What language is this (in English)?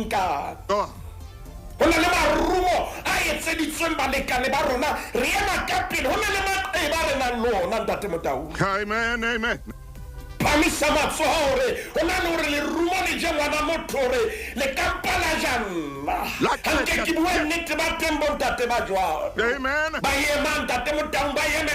Southern Sotho